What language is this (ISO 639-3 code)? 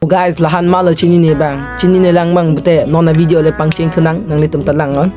mjw